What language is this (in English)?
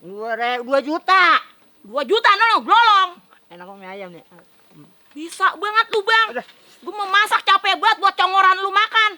Betawi